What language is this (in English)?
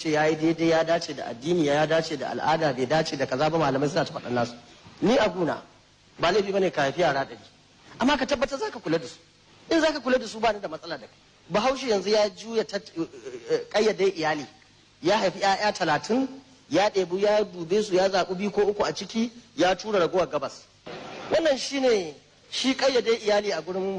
Hausa